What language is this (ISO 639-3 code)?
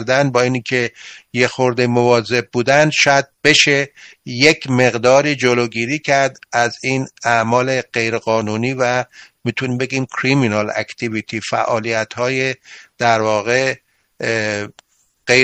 fas